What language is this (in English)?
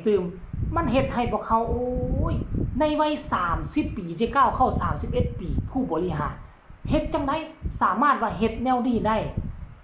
Northeastern Thai